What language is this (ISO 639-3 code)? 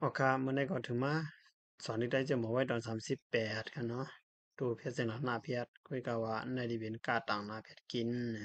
shn